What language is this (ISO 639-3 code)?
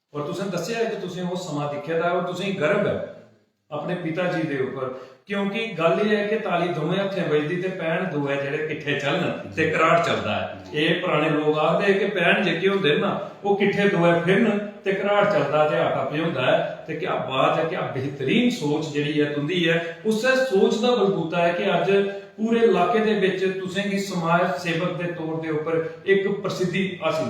doi